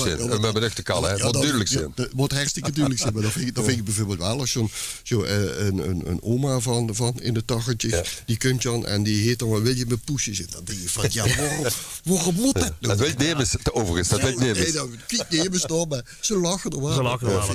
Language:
Limburgish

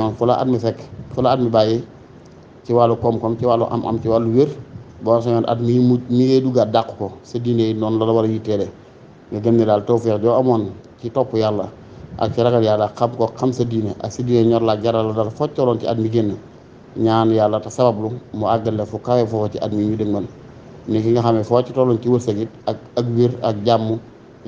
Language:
Wolof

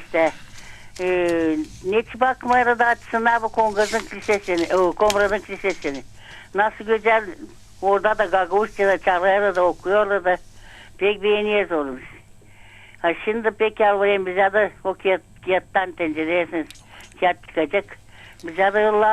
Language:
Gagauz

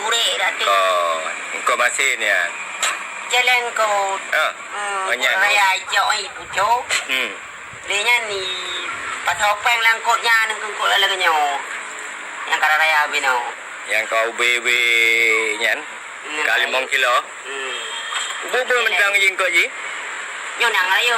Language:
Achinese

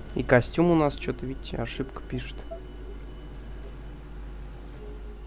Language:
Russian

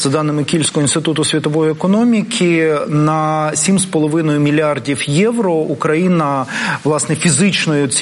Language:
Ukrainian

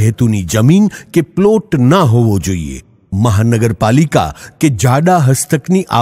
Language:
Gujarati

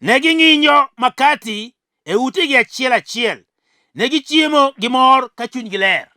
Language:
Luo (Kenya and Tanzania)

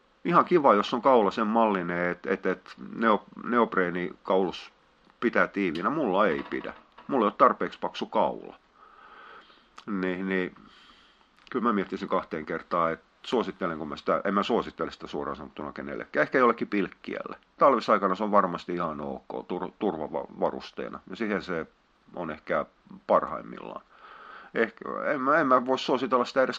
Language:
Finnish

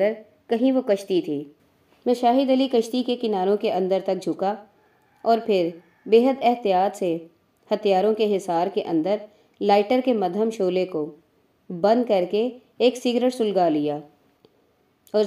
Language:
Urdu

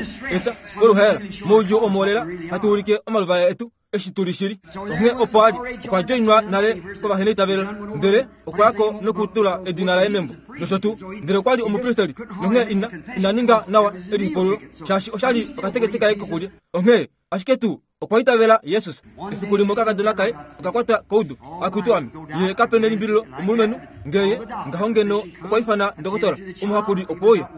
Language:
Kuanyama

